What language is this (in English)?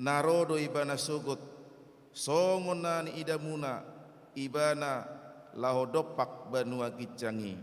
Batak Toba